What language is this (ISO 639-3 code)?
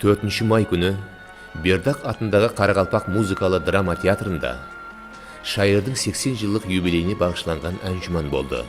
kaa